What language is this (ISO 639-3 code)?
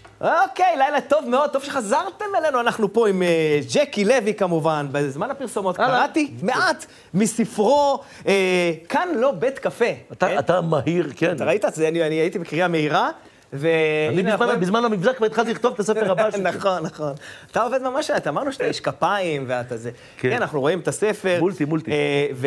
heb